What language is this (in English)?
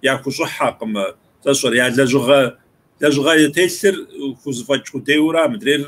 Kabardian